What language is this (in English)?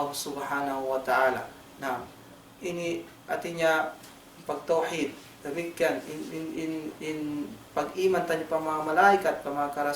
Tausug